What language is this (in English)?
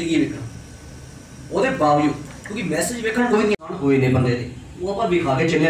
Punjabi